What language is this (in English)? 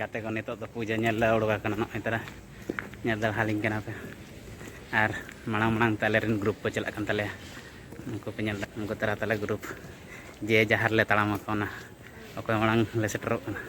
Santali